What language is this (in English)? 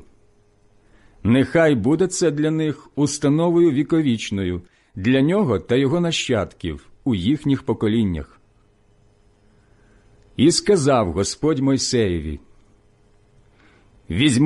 Ukrainian